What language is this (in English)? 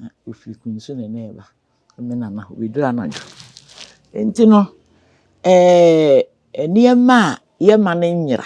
Akan